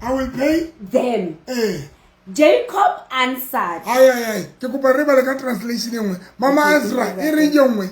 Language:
Southern Sotho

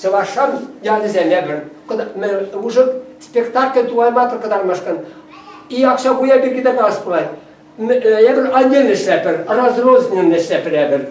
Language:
Chuvash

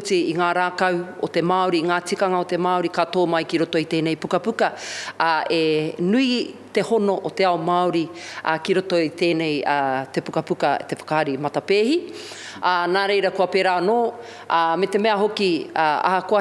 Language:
Māori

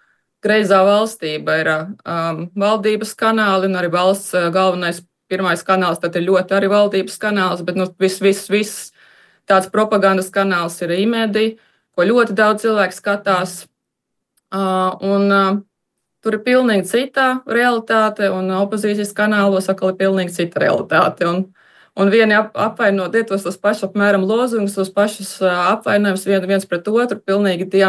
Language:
Latvian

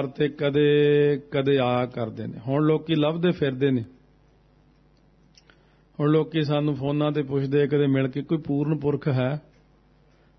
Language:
Punjabi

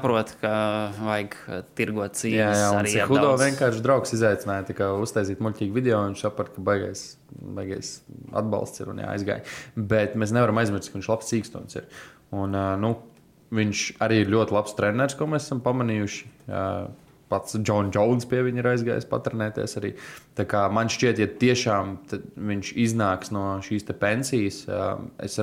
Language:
Latvian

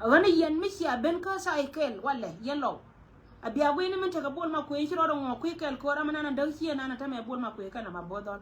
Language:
Nuer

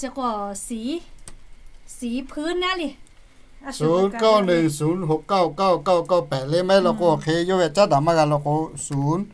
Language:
Lahu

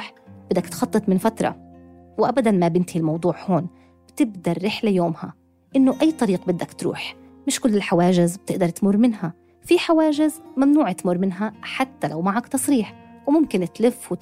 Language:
North Levantine Arabic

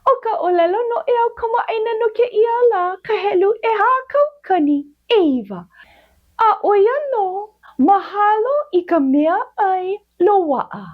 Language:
Hawaiian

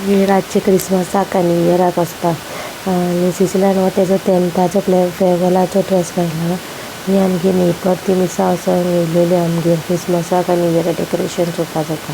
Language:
Konkani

